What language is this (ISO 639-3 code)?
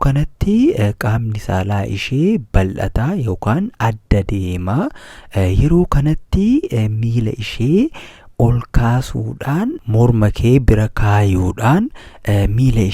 orm